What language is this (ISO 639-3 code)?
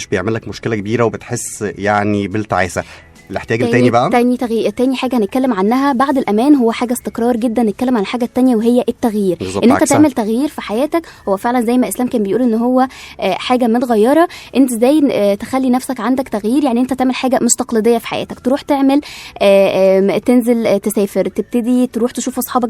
arz